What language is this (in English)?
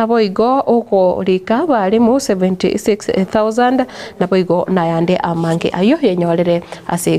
Gusii